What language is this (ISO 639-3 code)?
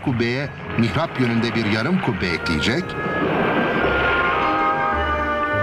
tur